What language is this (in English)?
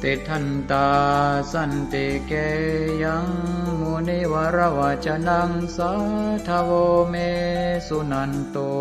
Pali